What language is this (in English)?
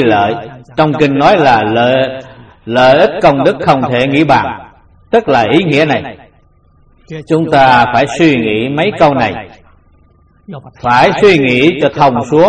Vietnamese